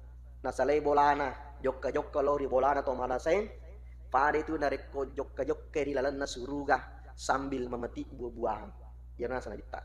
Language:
Buginese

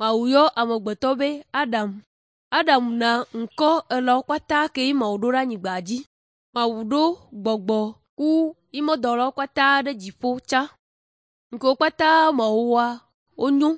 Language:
Ewe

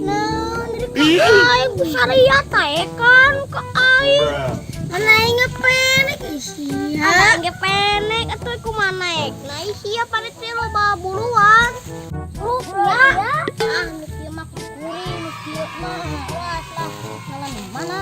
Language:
Sundanese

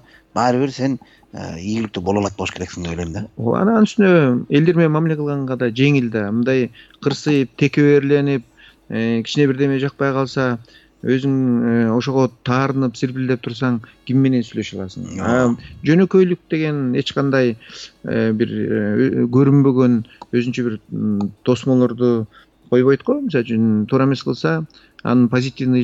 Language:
Kyrgyz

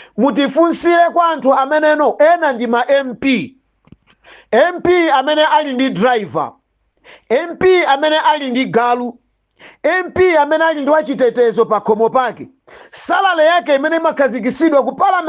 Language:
Nyanja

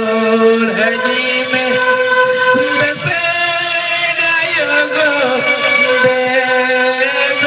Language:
Santali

